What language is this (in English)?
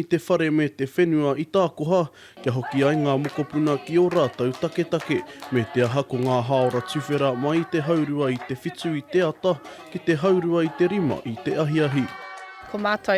Māori